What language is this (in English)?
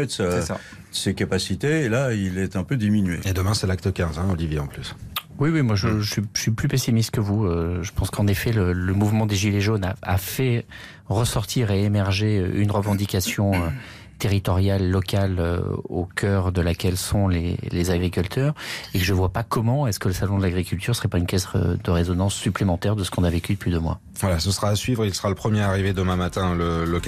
French